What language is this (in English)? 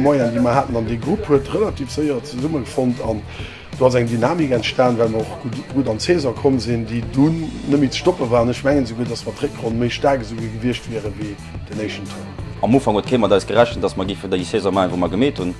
Luxembourgish